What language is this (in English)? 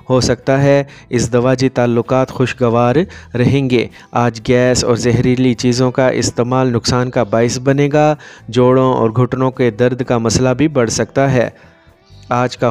Urdu